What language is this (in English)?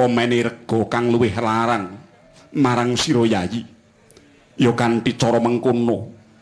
Javanese